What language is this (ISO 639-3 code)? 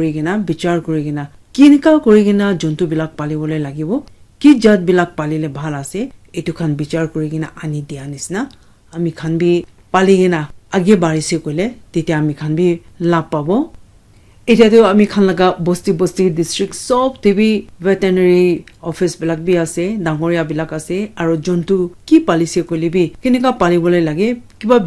nag